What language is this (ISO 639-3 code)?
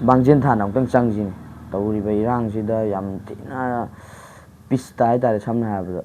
mni